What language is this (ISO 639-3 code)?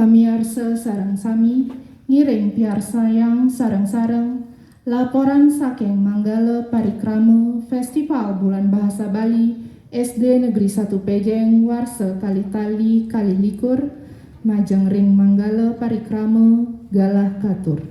ban